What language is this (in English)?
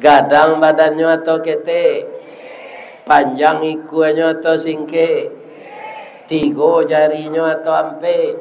Minangkabau